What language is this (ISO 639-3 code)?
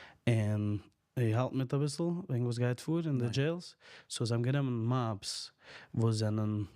yid